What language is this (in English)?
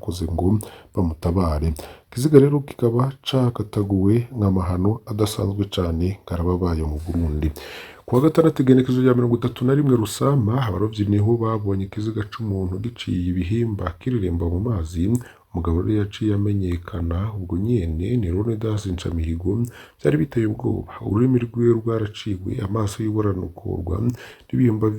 Rundi